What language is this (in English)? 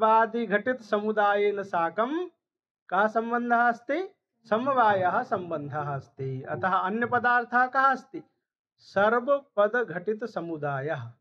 Sanskrit